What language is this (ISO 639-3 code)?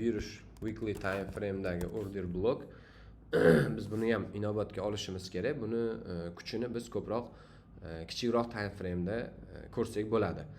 uzb